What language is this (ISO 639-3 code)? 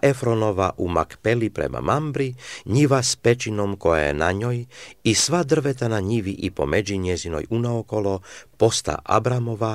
srp